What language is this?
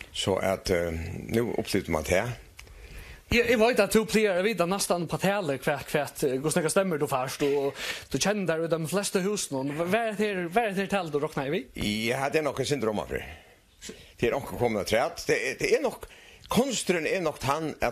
Faroese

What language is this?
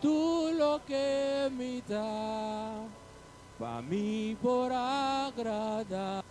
Papiamento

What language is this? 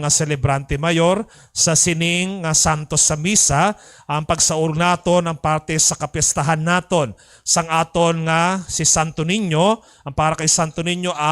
Hiligaynon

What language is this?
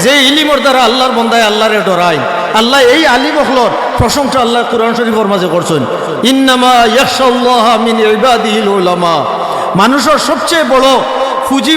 Sylheti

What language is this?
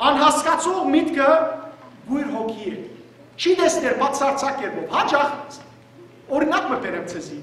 Western Armenian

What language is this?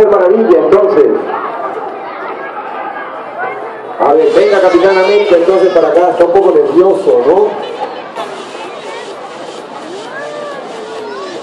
Spanish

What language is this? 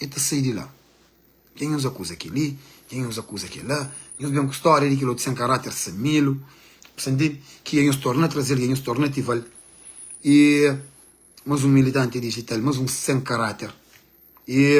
Kabuverdianu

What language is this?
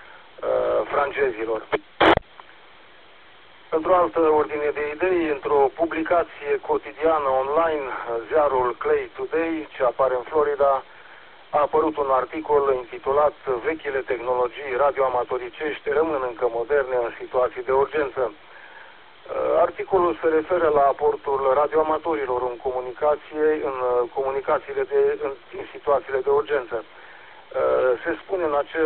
Romanian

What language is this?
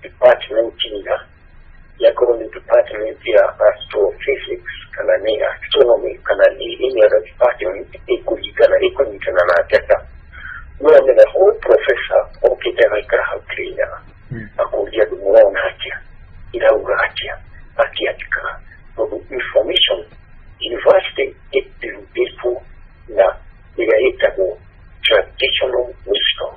Kikuyu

